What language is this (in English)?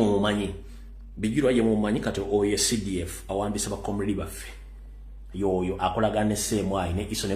Ganda